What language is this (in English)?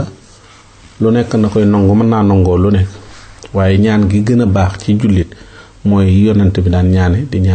Wolof